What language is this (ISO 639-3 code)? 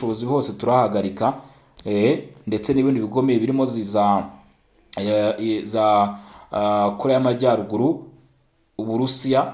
kin